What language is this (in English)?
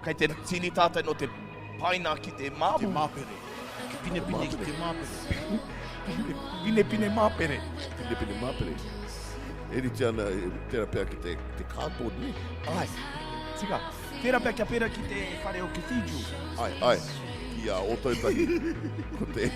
Māori